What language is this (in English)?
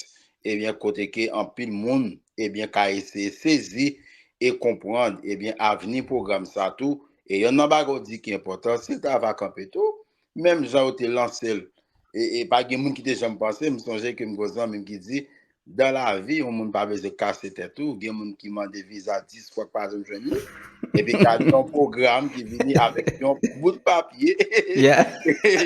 Haitian Creole